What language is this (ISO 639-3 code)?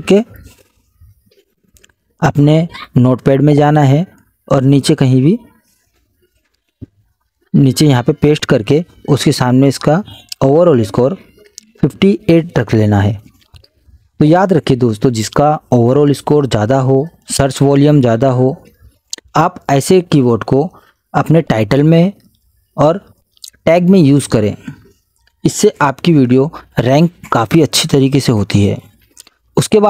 hin